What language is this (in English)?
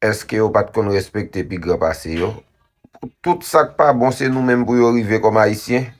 Haitian Creole